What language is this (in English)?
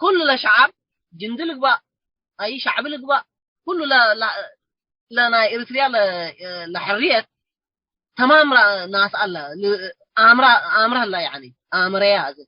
Tigre